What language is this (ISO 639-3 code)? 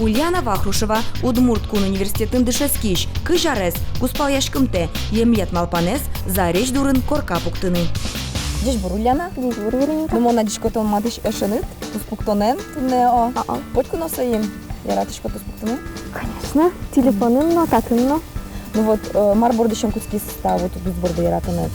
udm